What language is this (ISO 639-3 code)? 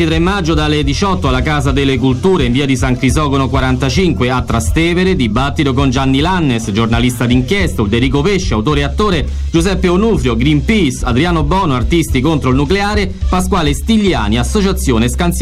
ita